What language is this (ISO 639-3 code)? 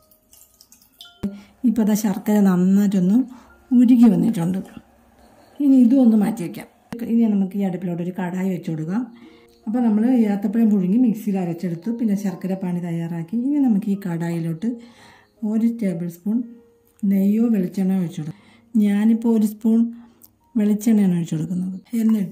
mal